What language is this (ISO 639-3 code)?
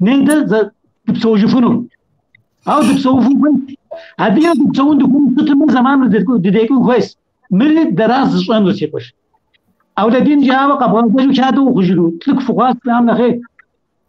kbd